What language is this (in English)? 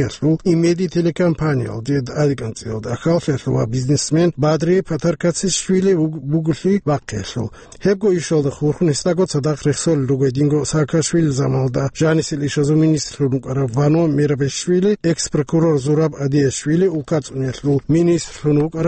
Avaric